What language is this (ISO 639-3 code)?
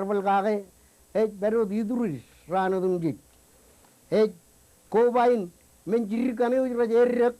mah